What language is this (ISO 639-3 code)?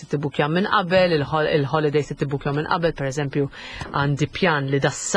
mlt